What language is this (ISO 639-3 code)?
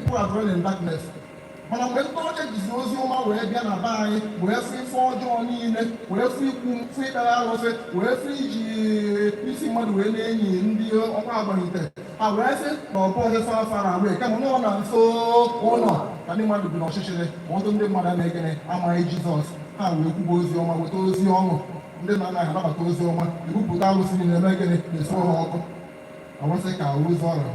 ibo